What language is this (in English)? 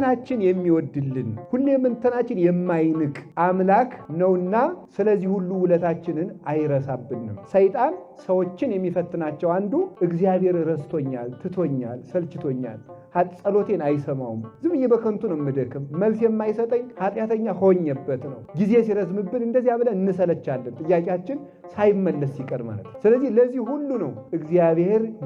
Amharic